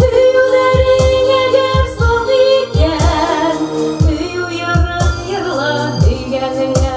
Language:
Bashkir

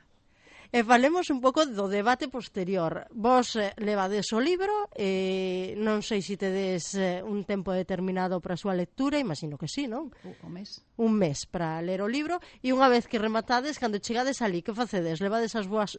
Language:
Galician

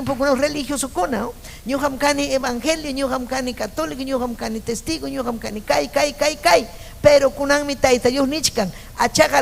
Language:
Ayacucho Quechua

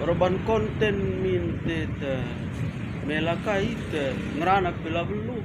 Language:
Batak Karo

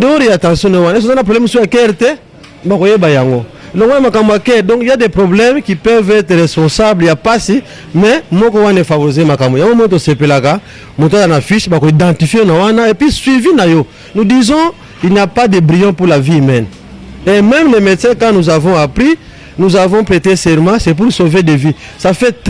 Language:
Lingala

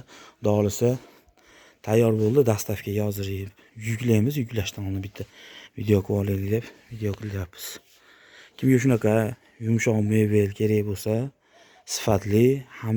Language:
Uzbek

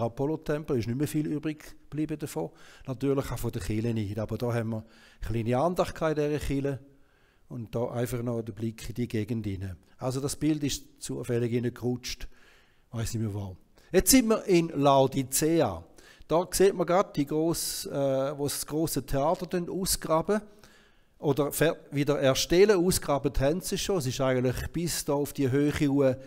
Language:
Swiss German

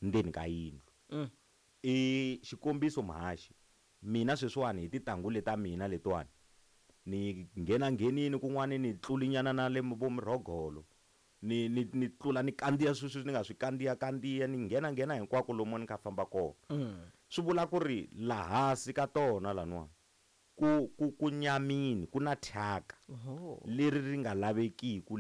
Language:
Tsonga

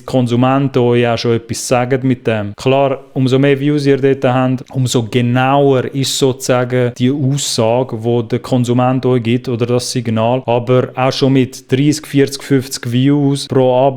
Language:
Swiss German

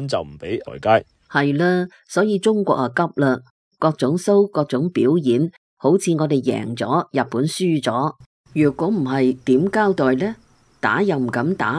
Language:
Cantonese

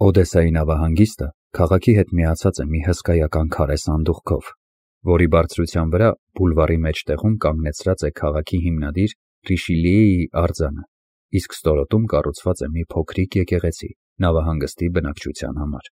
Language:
Armenian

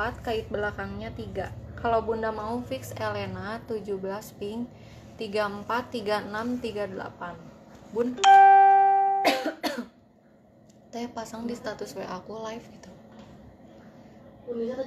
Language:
Indonesian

